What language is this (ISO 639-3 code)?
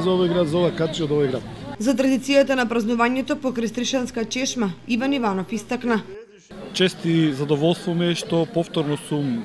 mkd